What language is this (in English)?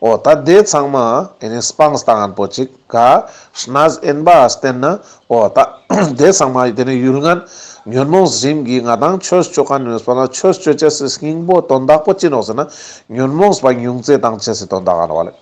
Ladakhi